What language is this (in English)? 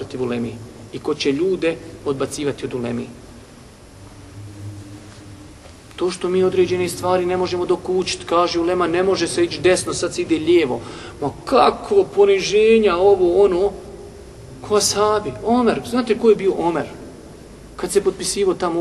Bosnian